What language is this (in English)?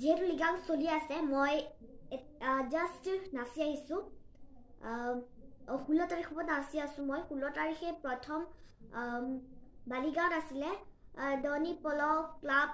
Assamese